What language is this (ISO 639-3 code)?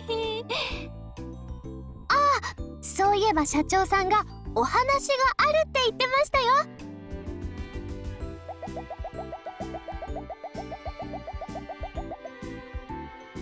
jpn